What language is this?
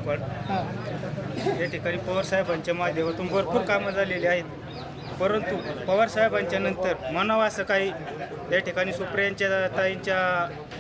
Marathi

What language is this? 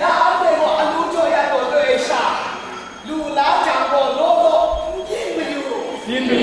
Kachin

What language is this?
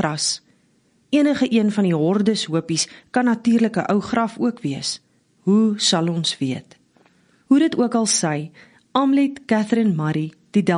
Afrikaans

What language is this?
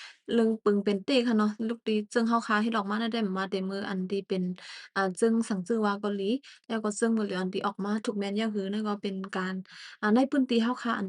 Shan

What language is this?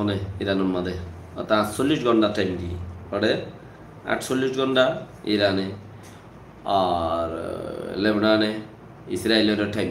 Rohingya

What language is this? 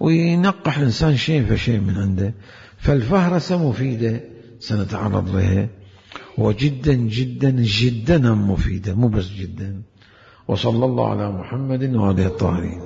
Mesopotamian Arabic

